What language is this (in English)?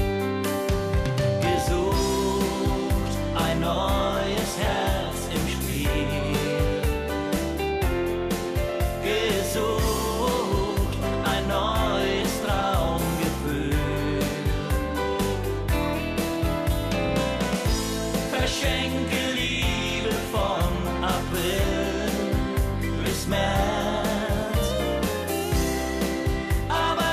German